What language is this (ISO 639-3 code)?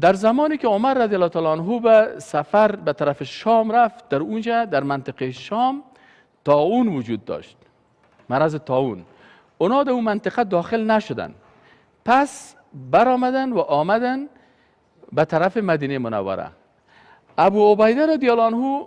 fas